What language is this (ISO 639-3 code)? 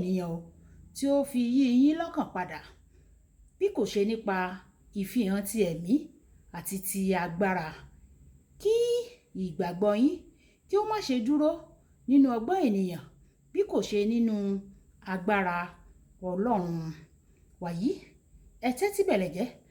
yor